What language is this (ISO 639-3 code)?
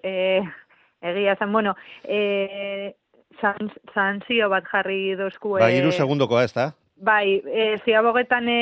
eus